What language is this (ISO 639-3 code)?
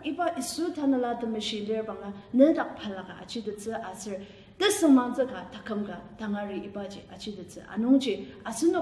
njo